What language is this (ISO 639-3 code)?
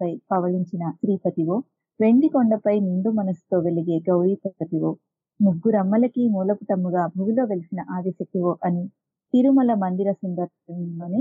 tel